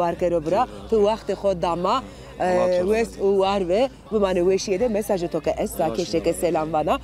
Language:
Zaza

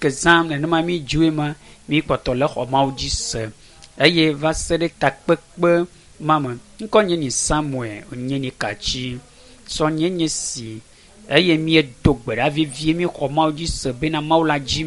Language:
Ewe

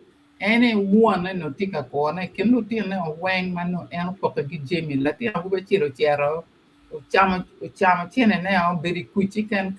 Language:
Acoli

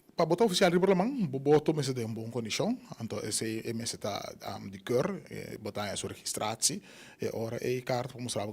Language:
Papiamento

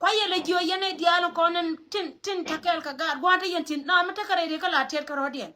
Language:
Nuer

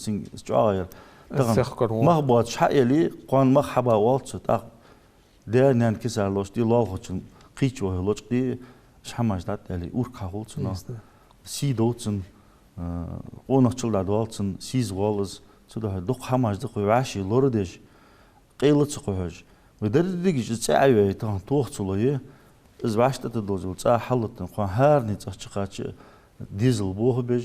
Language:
Ingush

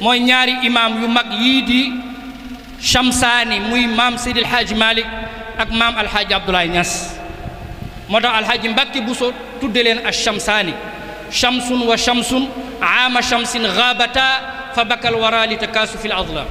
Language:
Wolof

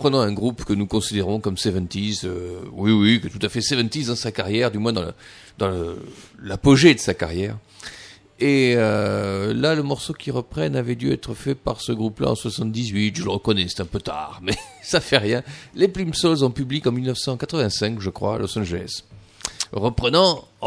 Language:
French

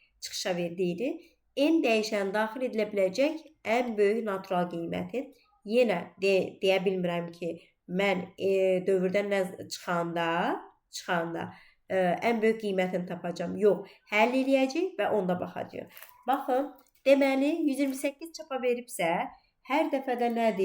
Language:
Azerbaijani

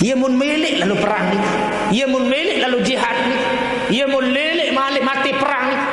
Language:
Sasak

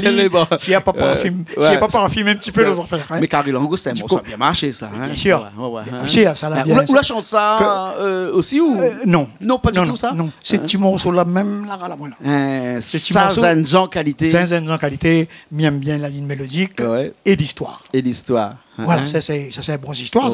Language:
Réunion Creole French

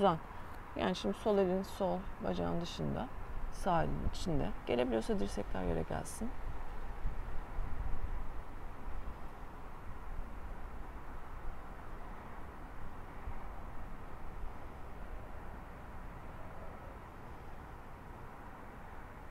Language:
Turkish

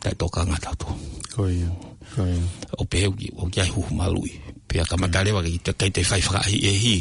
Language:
Tongan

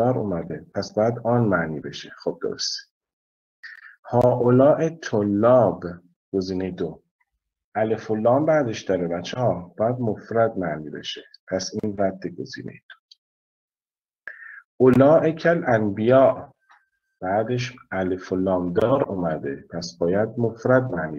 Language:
Persian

